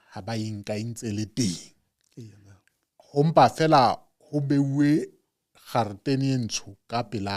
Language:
Southern Sotho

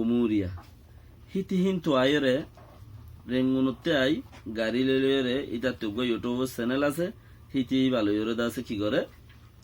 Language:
Rohingya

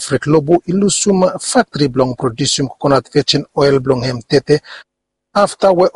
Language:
Bislama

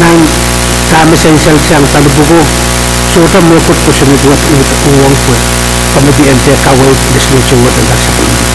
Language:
Pohnpeian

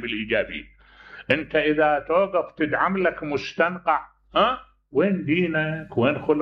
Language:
Mesopotamian Arabic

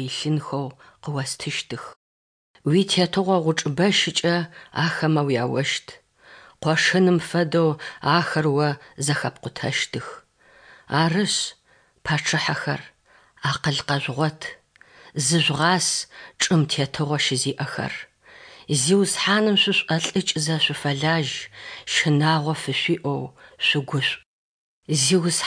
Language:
Adyghe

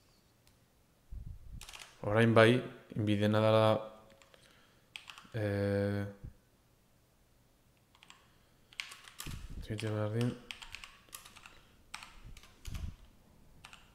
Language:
Basque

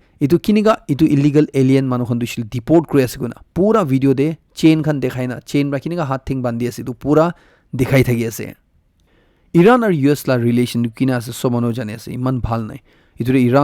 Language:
Naga Pidgin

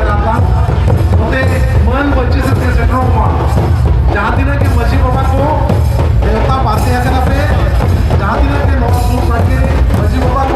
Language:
Santali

